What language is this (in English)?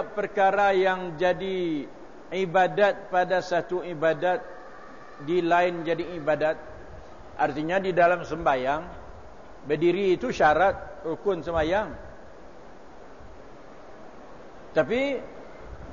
Malay